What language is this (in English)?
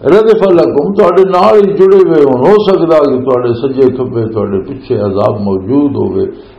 Western Panjabi